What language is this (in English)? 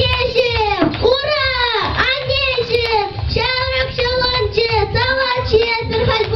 Chuvash